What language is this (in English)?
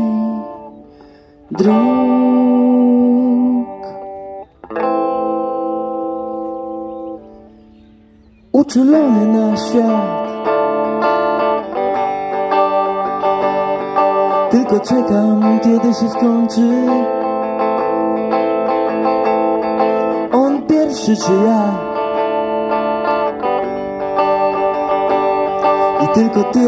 Polish